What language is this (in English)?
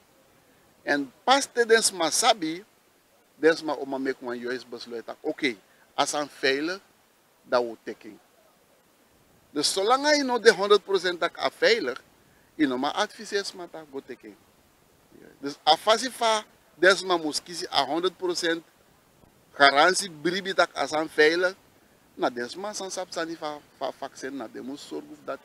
Dutch